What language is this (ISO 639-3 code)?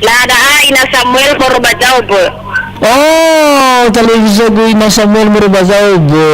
nia